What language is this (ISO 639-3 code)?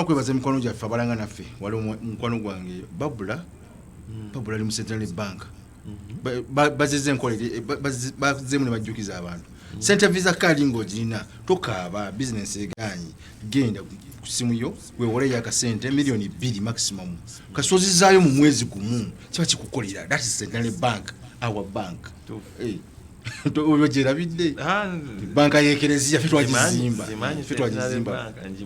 lug